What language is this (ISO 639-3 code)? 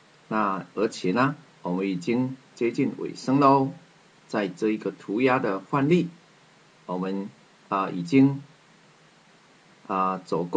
zho